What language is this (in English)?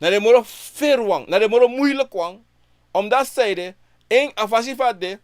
Sranan Tongo